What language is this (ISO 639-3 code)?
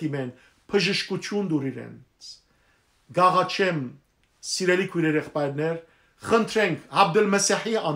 hyw